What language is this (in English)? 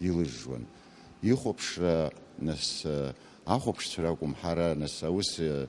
Abkhazian